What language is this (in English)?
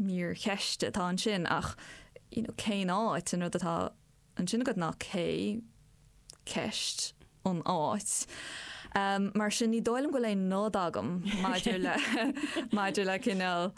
Irish